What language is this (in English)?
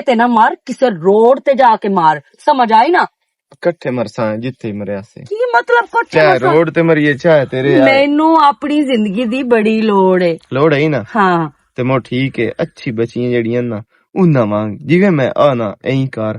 Western Panjabi